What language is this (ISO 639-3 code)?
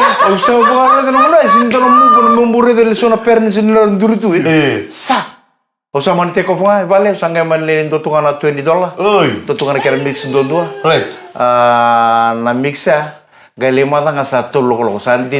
fij